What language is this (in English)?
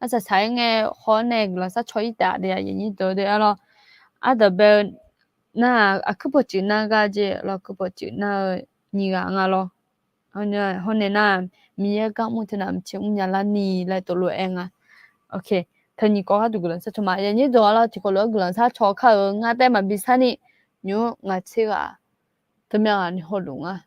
Akha